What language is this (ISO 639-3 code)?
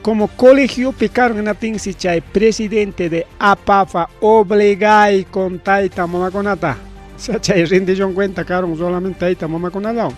quy